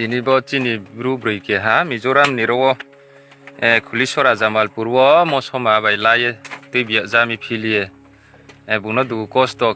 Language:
Riang (India)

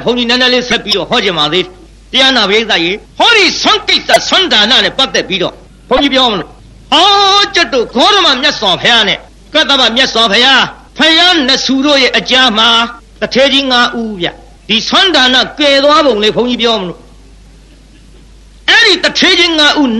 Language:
Burmese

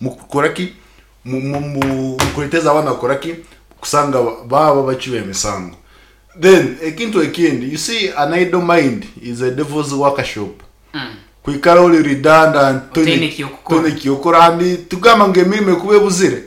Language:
Nyankole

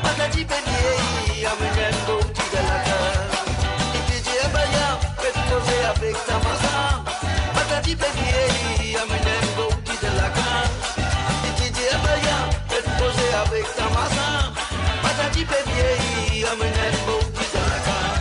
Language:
Morisyen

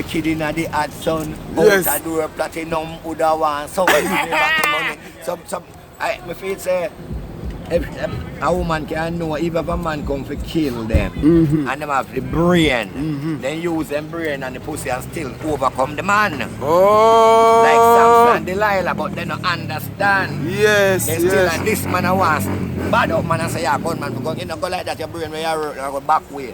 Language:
Jamaican Creole English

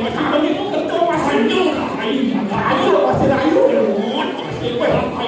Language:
Balinese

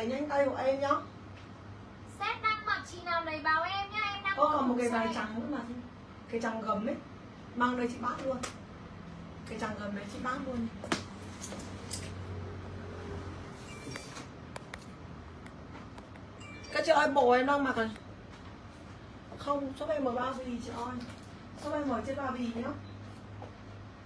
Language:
Vietnamese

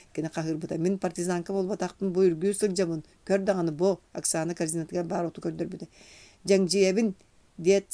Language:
Yakut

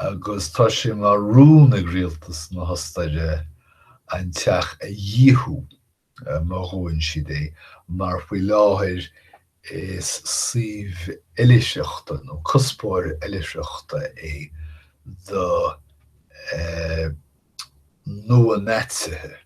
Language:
Irish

